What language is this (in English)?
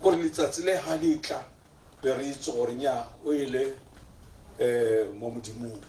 Tswana